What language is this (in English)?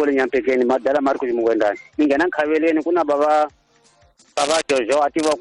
Tsonga